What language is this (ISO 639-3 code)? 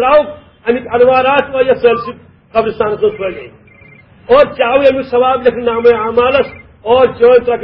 kas